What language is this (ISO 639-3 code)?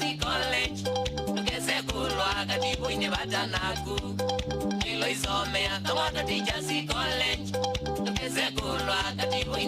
kam